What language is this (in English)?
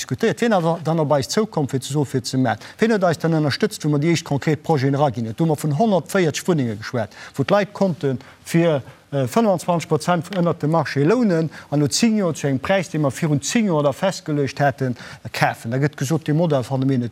Luxembourgish